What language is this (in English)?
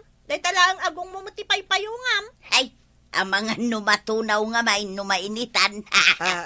Iloko